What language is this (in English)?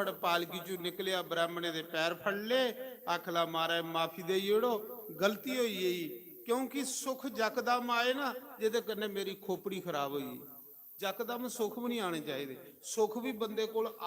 Dogri